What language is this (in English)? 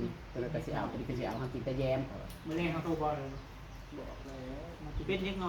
Northeastern Thai